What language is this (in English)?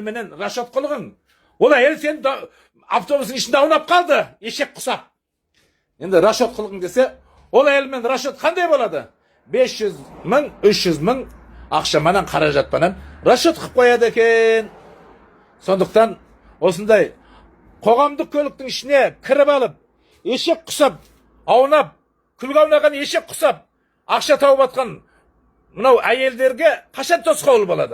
Kazakh